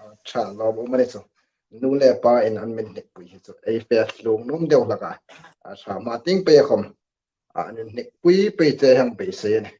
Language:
Hmar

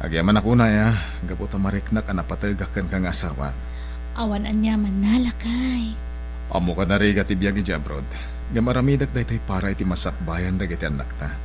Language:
Iloko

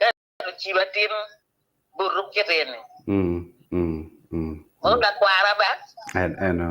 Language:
Acoli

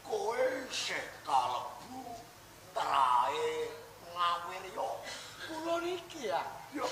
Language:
Javanese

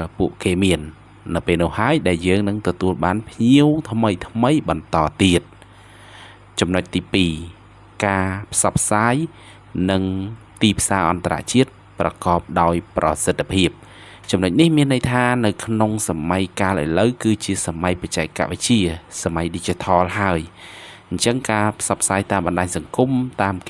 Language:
Khmer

